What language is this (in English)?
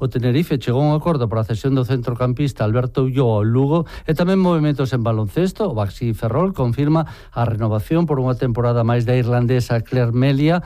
Galician